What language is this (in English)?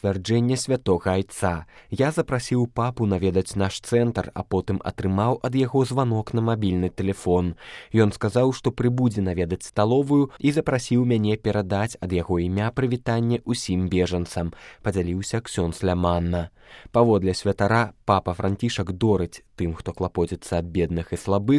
Belarusian